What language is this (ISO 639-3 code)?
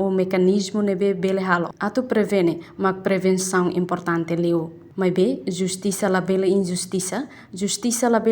tet